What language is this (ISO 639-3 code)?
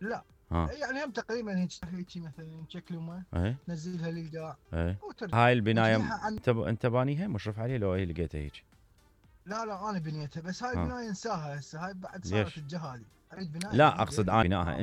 acm